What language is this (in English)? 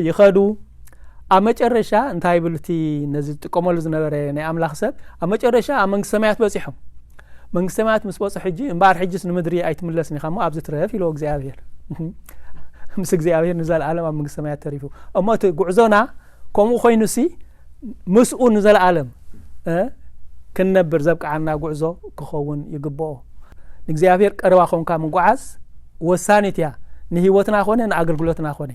Tigrinya